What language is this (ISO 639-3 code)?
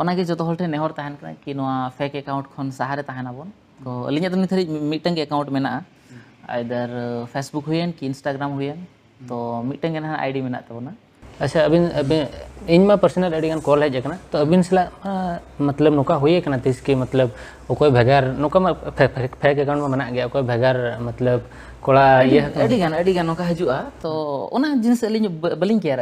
sat